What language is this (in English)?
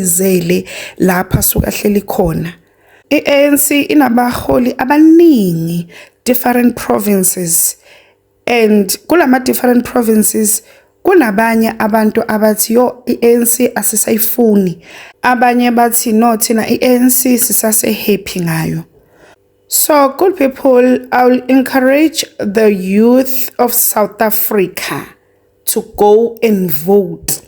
Zulu